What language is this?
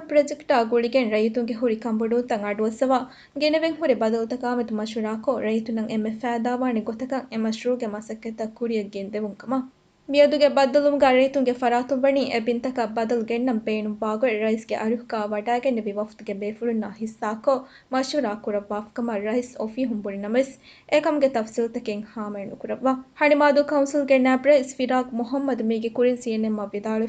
Divehi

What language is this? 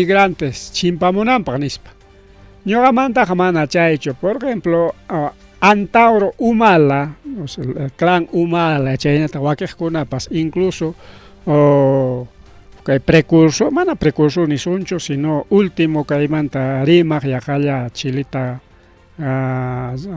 Ayacucho Quechua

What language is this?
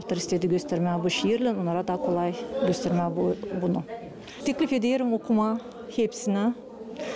Gagauz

